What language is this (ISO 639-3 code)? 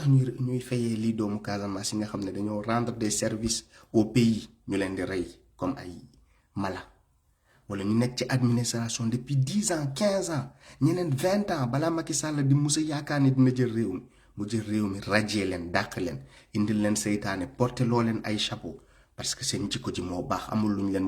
wol